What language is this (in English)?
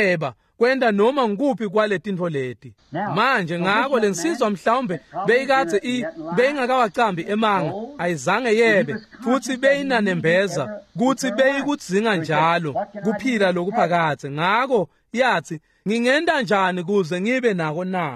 Swati